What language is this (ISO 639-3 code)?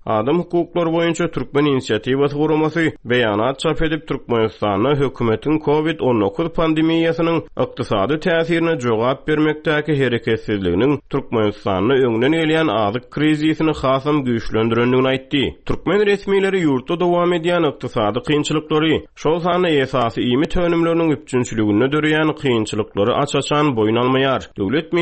tuk